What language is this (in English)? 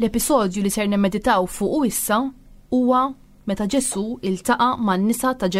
Maltese